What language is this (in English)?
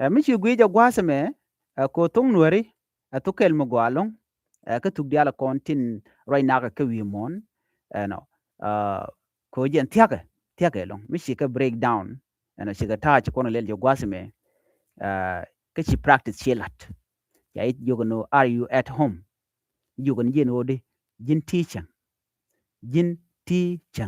Nuer